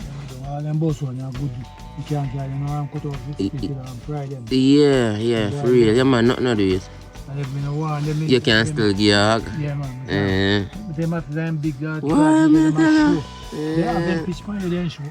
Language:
Jamaican Creole English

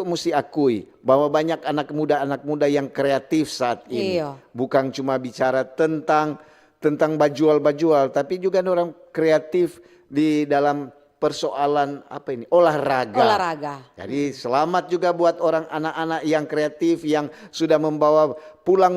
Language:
Manado Malay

